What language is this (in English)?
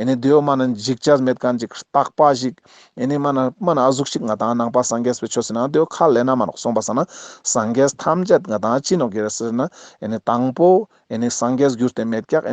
Ladakhi